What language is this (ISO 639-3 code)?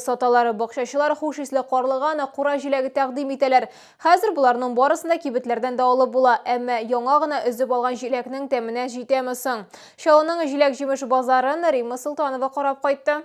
tat